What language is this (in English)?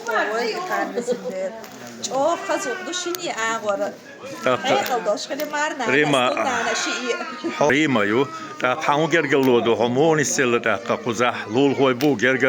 Chechen